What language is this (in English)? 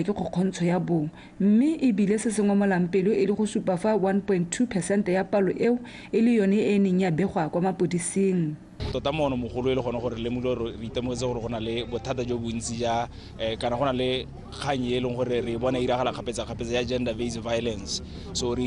Tswana